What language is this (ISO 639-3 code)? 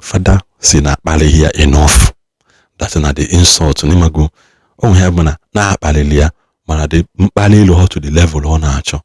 ibo